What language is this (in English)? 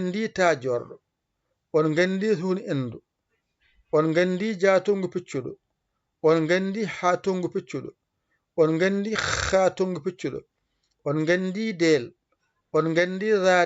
Fula